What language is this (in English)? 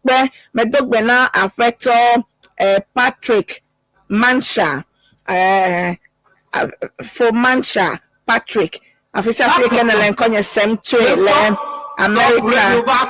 Ewe